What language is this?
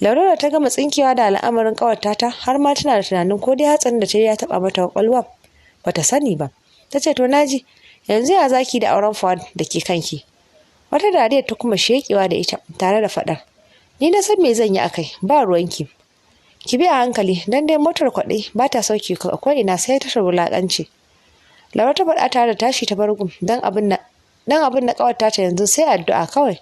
Hausa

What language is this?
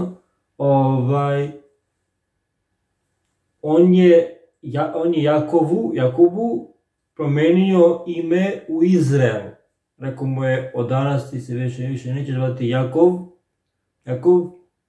Serbian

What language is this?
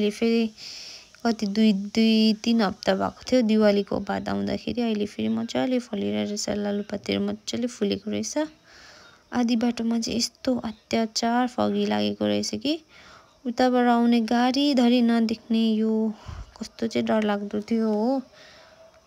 Nepali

